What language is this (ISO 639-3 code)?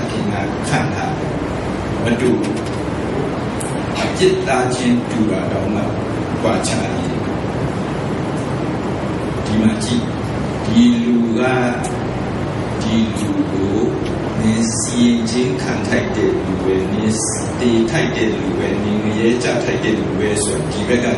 mya